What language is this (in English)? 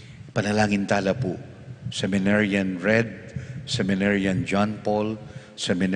Pampanga